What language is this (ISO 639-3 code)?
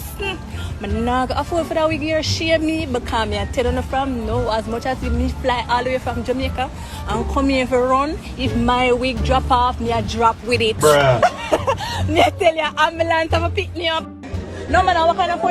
jam